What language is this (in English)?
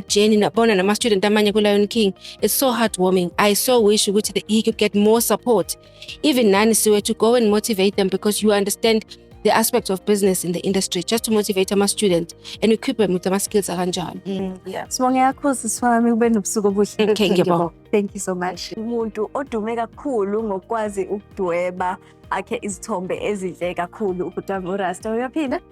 Zulu